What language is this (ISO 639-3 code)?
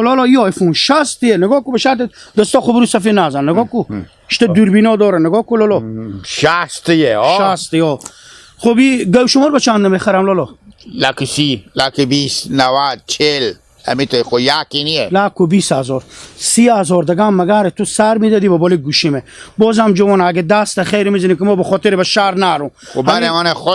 haz